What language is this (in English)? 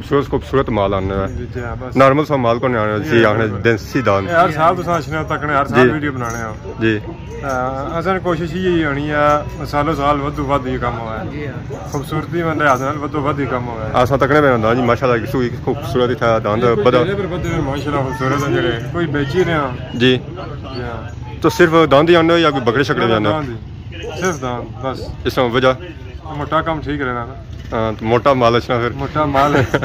Pahari-Potwari